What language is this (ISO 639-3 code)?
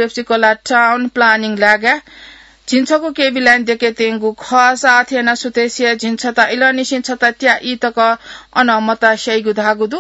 new